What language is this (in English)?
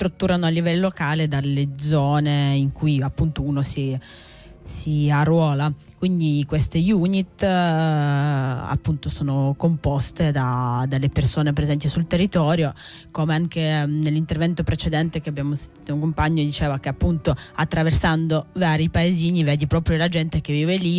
Italian